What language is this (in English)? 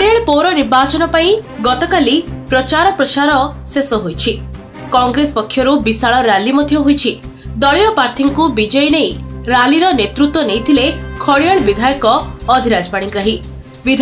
Odia